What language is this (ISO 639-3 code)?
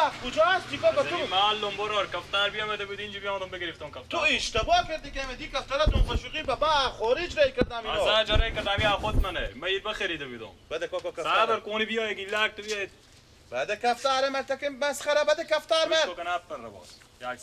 fas